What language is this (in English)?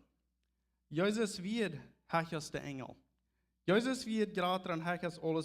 Plautdietsch